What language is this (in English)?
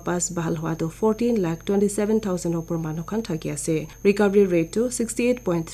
Naga Pidgin